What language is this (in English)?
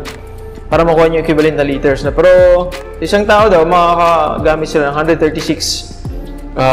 Filipino